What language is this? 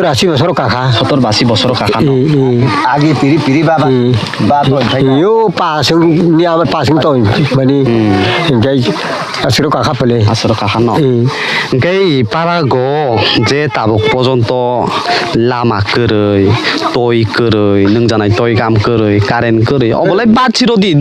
Kok Borok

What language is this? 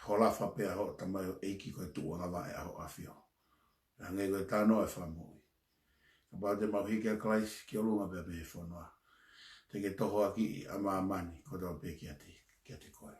Tongan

